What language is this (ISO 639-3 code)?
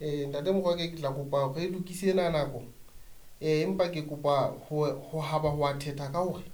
sot